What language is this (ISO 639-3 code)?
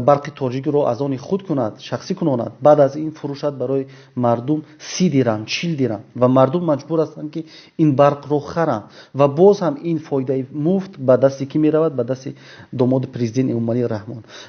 tgk